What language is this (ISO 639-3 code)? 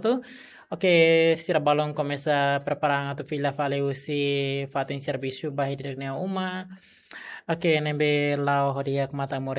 tet